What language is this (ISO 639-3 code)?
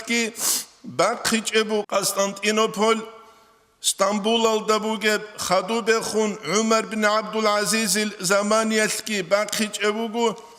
ava